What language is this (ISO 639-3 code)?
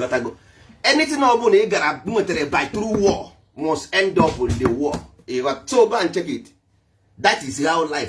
ibo